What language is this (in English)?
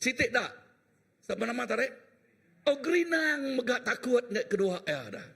Iban